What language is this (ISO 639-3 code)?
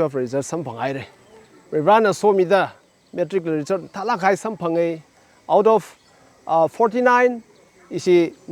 nmf